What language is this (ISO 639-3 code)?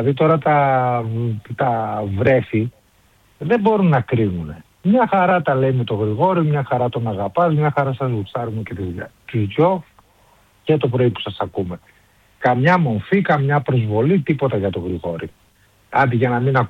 ell